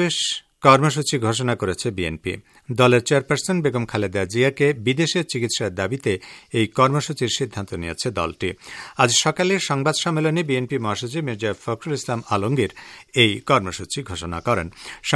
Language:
Bangla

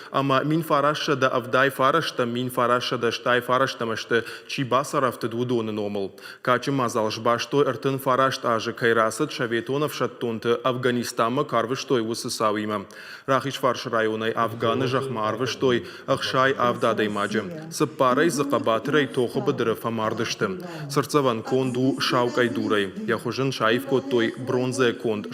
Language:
Ossetic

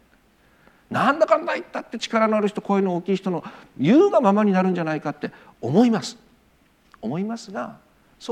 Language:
Japanese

